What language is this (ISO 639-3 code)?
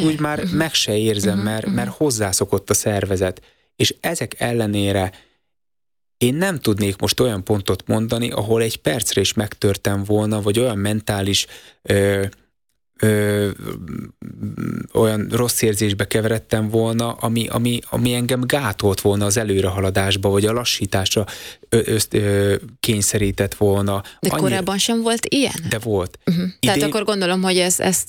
hun